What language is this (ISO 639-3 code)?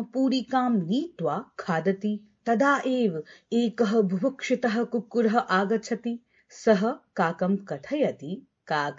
san